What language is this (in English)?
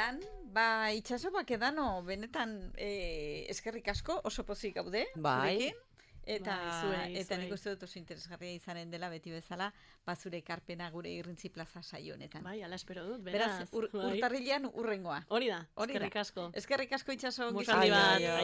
Basque